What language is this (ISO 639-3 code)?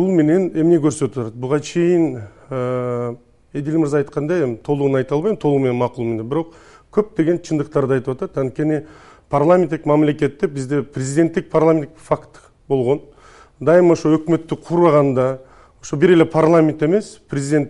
kir